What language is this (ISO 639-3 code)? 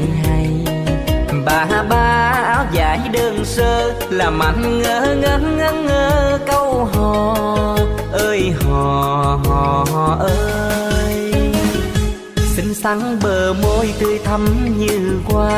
vie